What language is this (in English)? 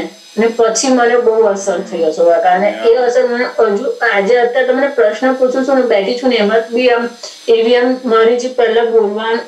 Gujarati